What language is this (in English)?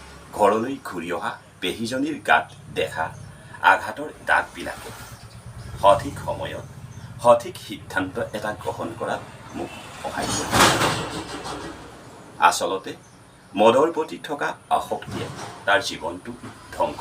Assamese